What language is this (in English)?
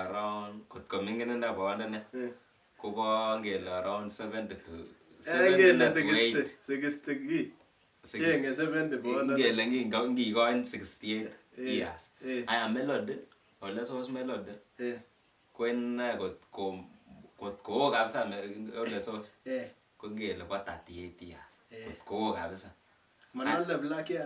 Kalenjin